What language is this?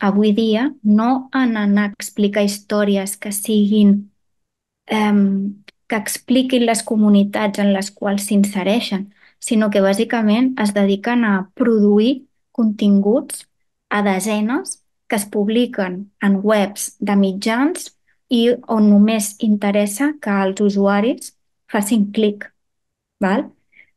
Catalan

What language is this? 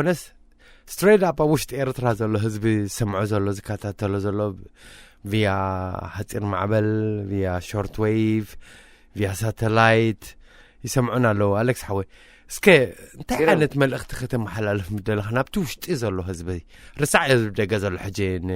Tigrinya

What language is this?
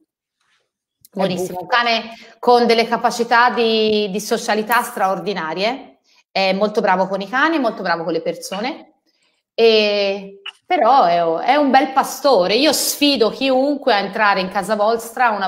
Italian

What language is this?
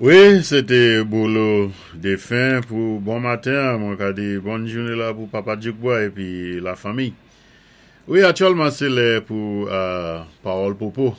Saint Lucian Creole French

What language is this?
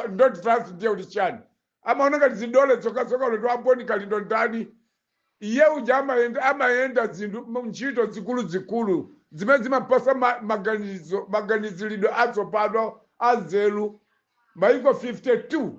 Nyanja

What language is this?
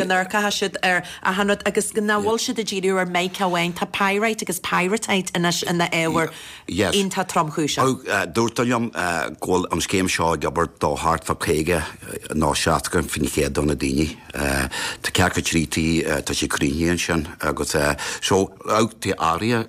Irish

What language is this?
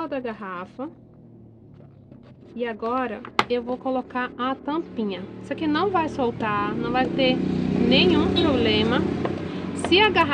Portuguese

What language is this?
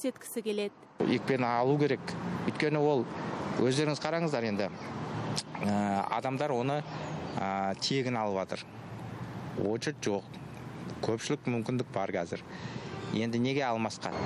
Kazakh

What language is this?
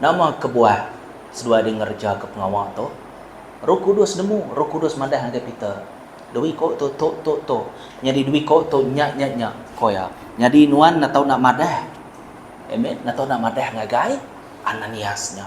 Iban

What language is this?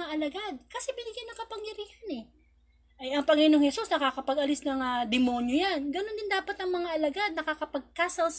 Filipino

